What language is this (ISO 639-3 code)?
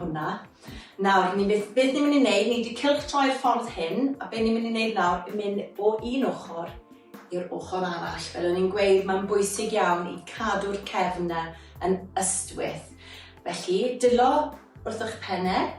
cym